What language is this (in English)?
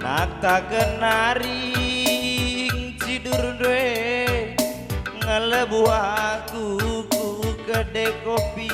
Batak Karo